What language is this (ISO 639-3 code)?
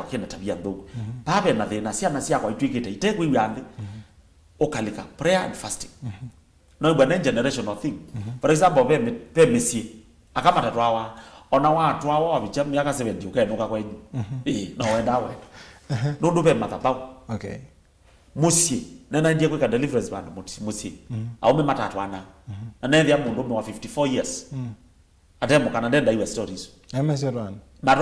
kam